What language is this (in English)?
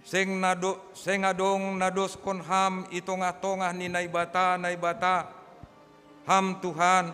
Batak Simalungun